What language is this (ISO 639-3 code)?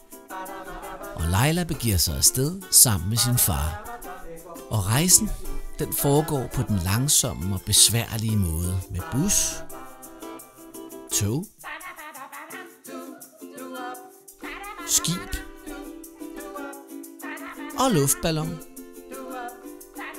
dan